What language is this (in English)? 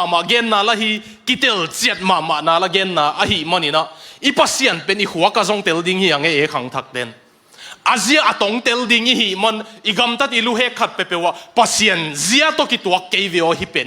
Tedim Chin